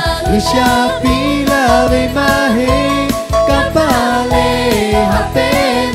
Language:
Lahu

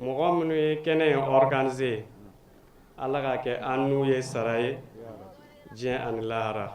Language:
Bambara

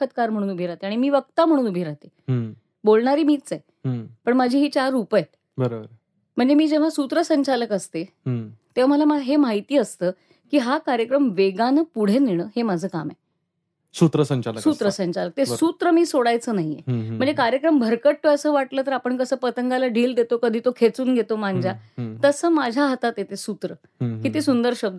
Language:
Marathi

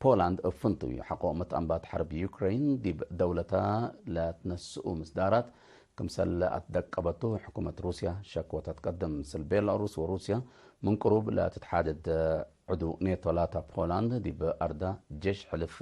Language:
Tigre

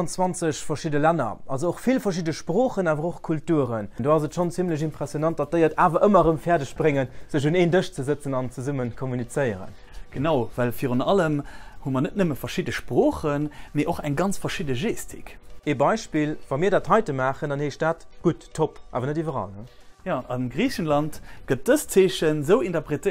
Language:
Luxembourgish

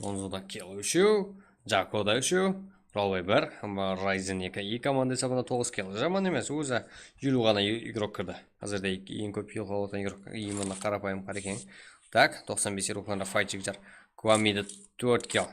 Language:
Kara-Kalpak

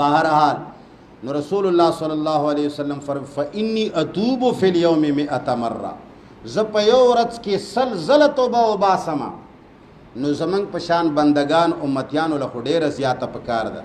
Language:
Pashto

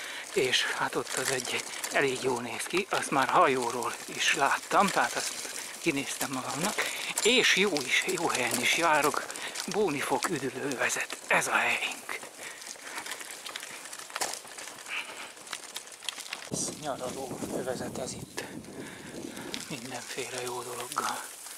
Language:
Hungarian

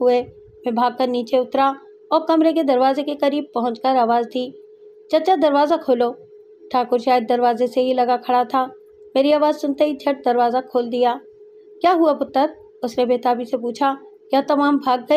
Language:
Urdu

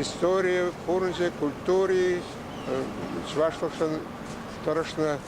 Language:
Chuvash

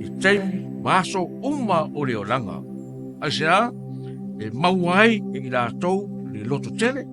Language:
Samoan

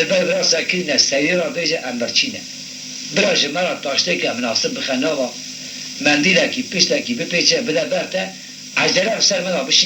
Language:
Kurdish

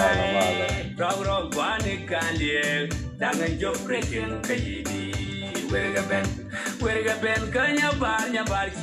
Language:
Nuer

